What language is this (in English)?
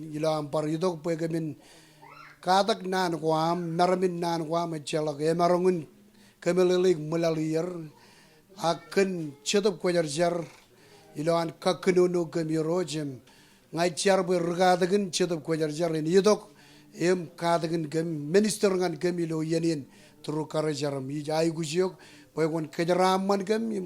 Marshallese